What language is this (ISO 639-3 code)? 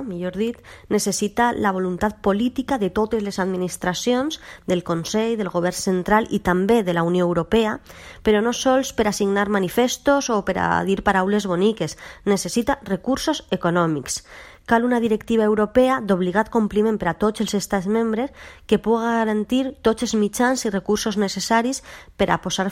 cat